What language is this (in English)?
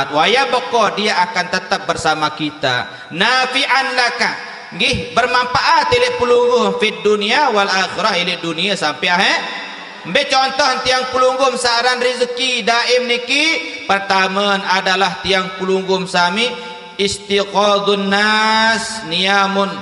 Sasak